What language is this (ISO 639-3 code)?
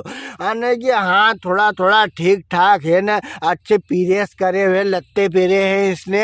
raj